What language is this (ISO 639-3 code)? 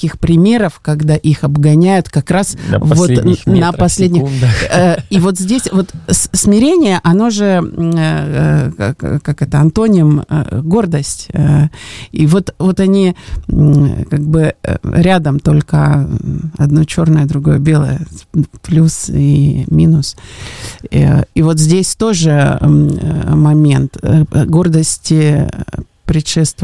rus